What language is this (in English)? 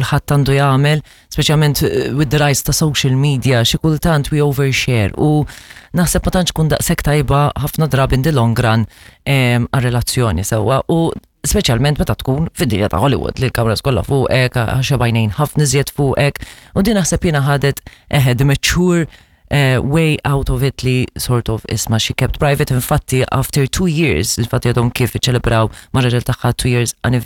Maltese